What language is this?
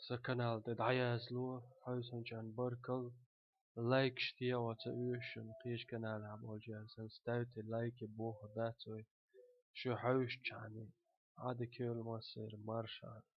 Chechen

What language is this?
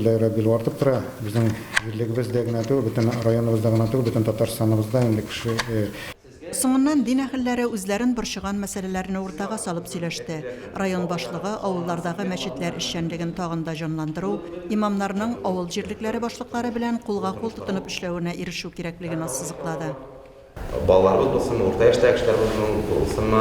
Tatar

